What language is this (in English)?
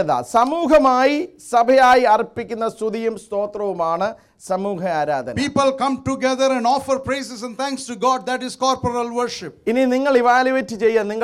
Malayalam